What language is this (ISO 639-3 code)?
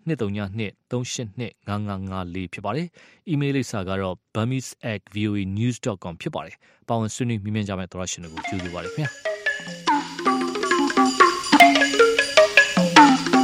mya